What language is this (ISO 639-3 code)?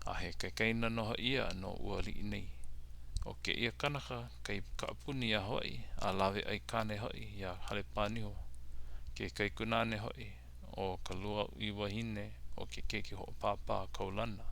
haw